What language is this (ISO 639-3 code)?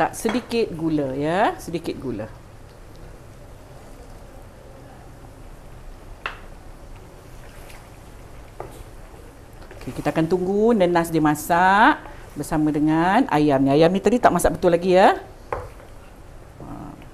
msa